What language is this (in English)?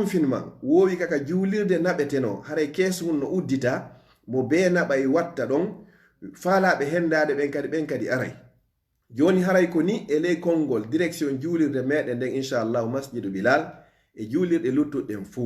Fula